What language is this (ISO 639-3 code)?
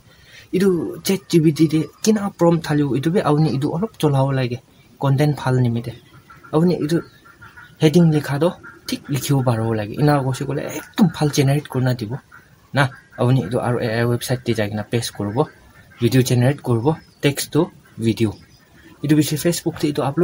nag